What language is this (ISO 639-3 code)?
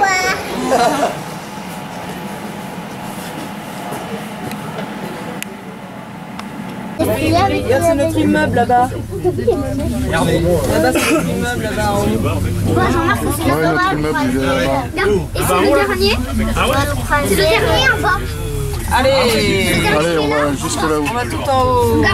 fra